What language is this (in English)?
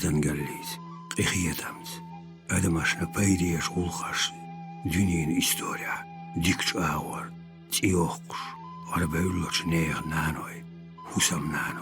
Chechen